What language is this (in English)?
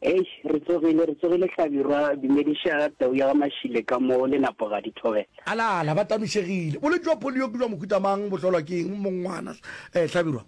Northern Sotho